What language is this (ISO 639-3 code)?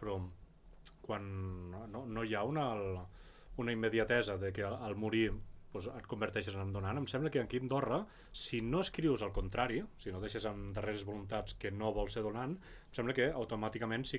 cat